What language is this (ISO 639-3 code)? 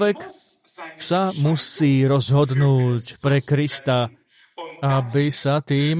slk